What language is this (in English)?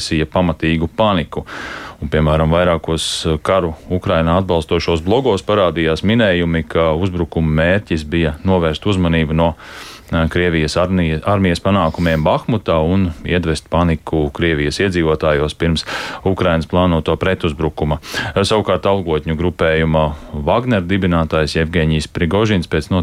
Latvian